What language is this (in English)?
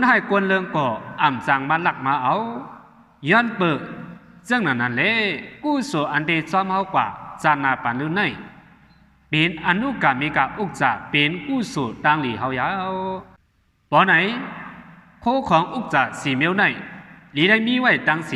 Shan